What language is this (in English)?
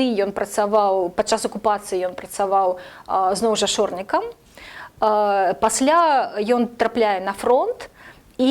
Belarusian